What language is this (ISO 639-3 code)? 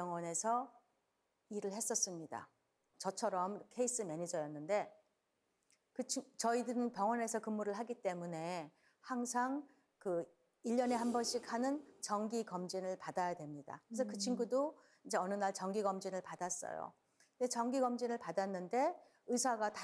kor